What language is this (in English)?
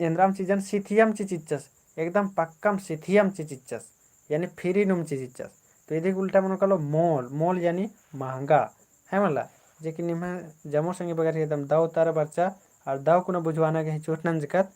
Kurukh